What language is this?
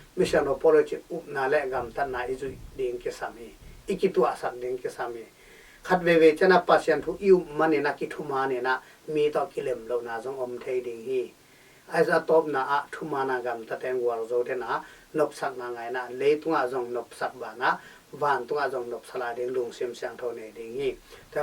Tedim Chin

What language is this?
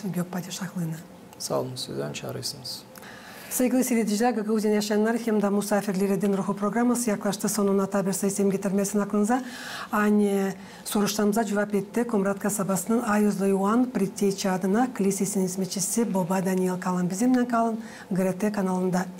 Gagauz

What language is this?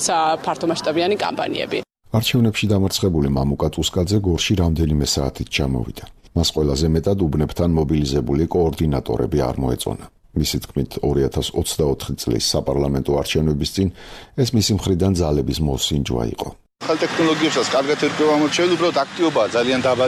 Georgian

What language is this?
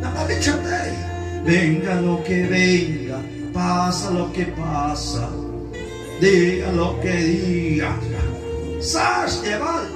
Kekchí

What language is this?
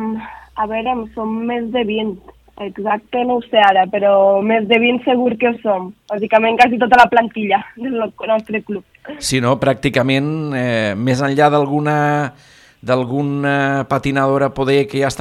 Catalan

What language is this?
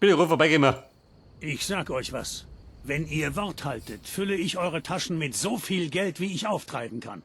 Bavarian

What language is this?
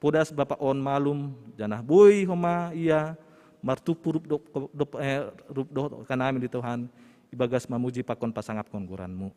Batak Simalungun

